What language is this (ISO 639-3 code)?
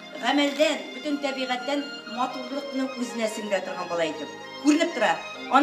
tat